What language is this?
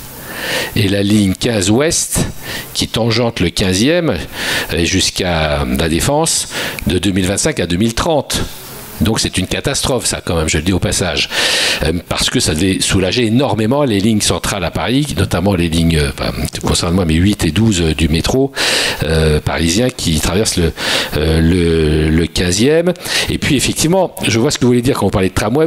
French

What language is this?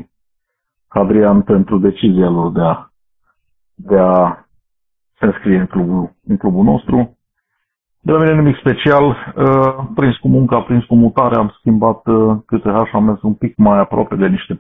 Romanian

